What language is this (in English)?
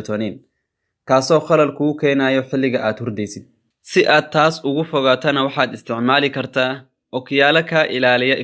Somali